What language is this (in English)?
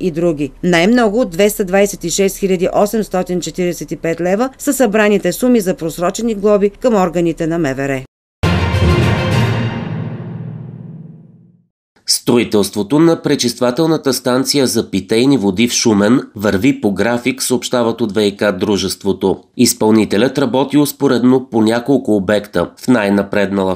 Bulgarian